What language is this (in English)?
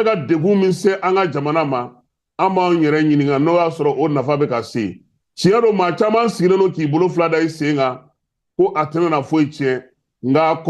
Bambara